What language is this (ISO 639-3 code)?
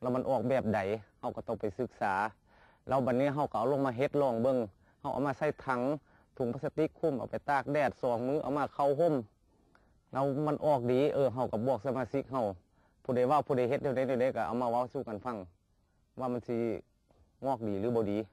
lao